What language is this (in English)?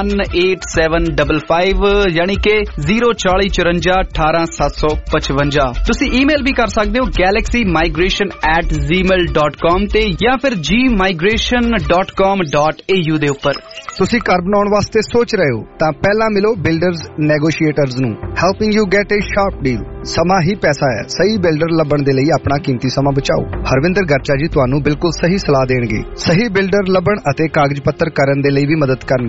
Punjabi